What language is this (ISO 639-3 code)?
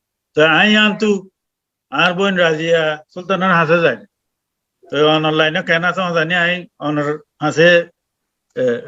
rhg